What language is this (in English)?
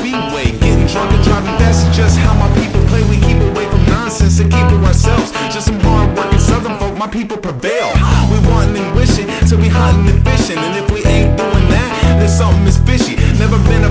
English